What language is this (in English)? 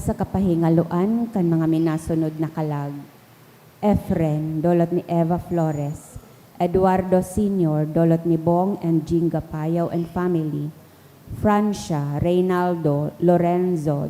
Bikol